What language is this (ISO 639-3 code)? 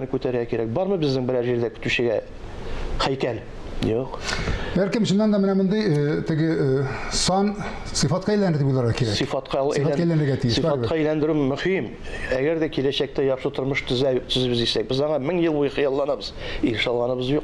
tat